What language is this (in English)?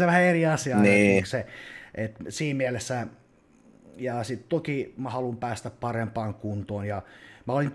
Finnish